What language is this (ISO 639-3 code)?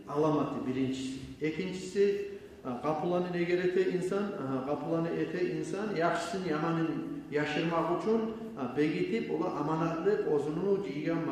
kum